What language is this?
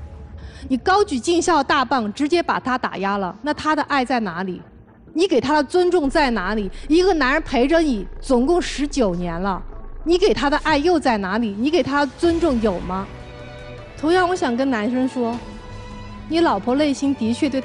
Chinese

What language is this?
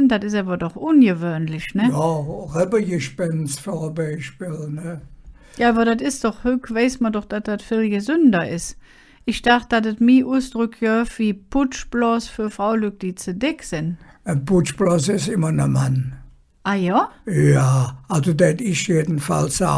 Colognian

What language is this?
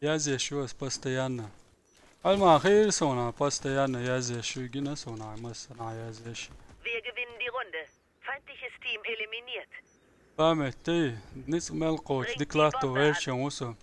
Chechen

